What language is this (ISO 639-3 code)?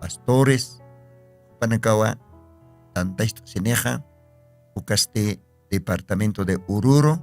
aym